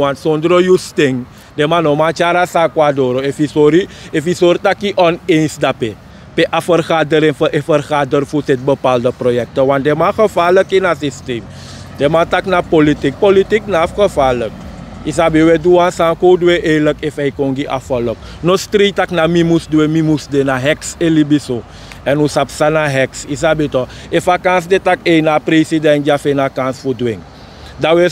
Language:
Sranan Tongo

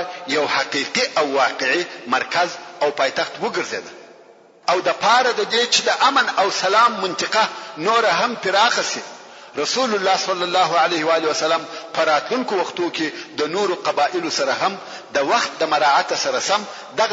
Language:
Pashto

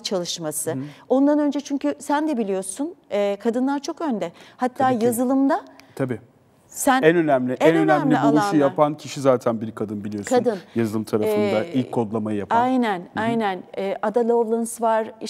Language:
Turkish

